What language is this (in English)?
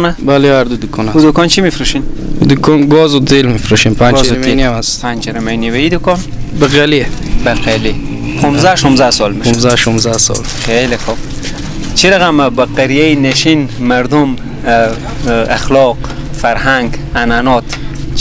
Persian